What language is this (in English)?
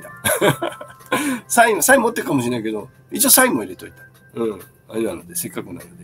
Japanese